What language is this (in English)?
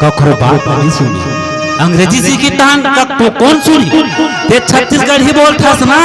Chhattisgarhi